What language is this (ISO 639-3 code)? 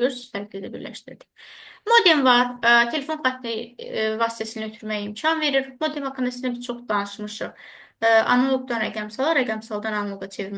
aze